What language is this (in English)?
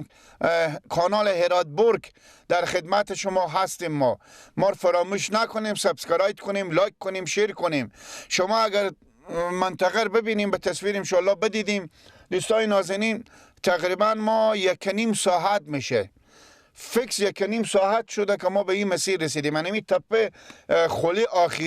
Persian